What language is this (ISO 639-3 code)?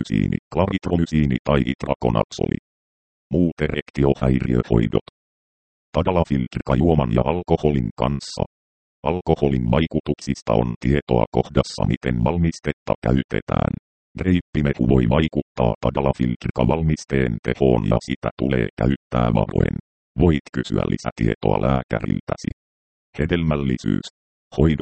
fin